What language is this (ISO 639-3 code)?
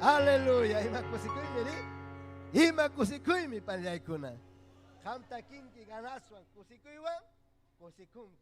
quy